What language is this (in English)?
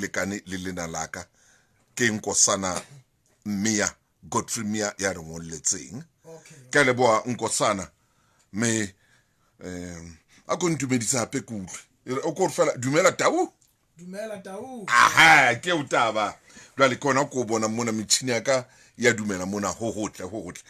Southern Sotho